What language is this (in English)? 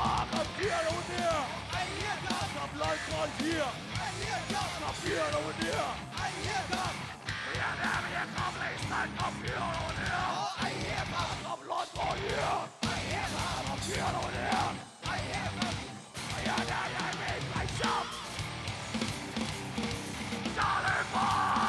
Thai